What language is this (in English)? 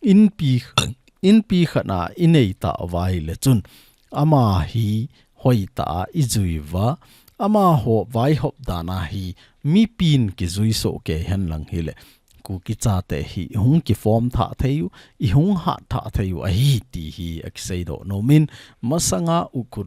Thado Chin